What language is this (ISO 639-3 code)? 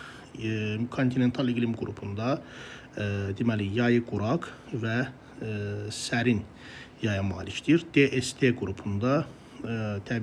aze